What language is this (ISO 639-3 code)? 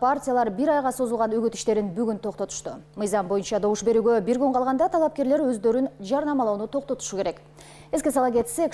kir